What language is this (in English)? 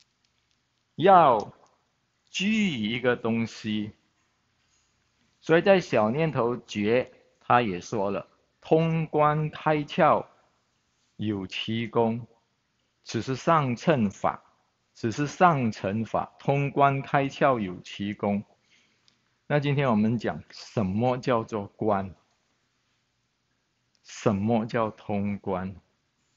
Chinese